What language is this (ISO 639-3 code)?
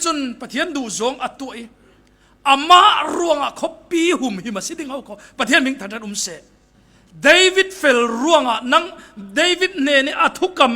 cfm